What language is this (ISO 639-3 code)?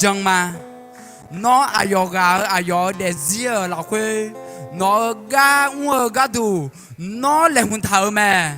ahk